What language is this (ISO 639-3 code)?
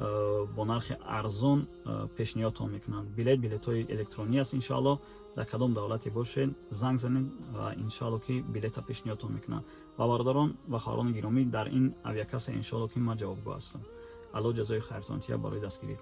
tgk